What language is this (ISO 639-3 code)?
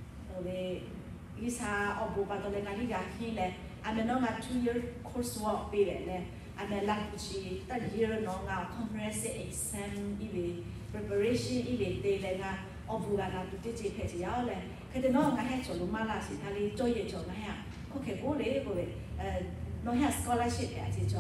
lhu